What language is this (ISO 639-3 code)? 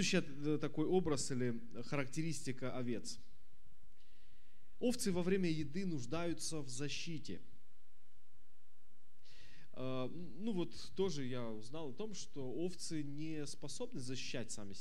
rus